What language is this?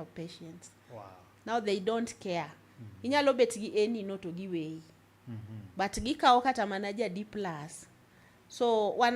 Luo (Kenya and Tanzania)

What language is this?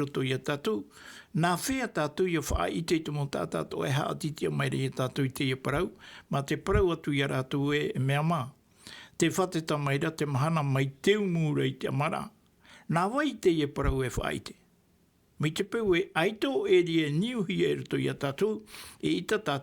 Tahitian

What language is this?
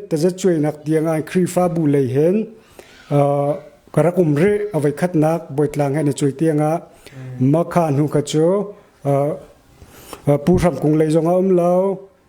Hakha Chin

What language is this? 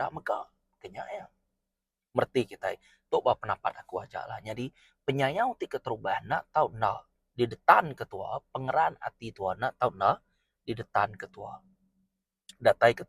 Iban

